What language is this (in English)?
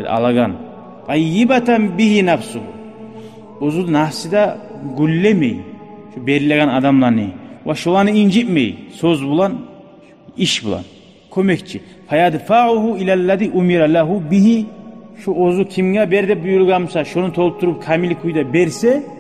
Kumyk